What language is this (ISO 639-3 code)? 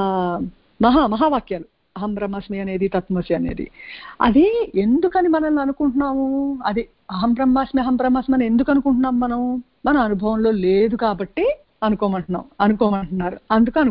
tel